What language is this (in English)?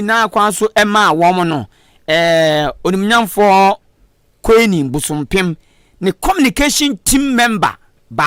Akan